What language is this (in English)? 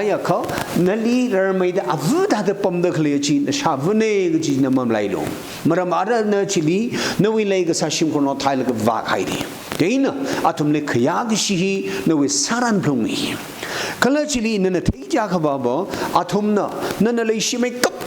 Tangkhul Naga (India)